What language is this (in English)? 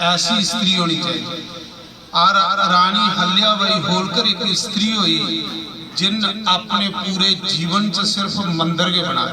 Dogri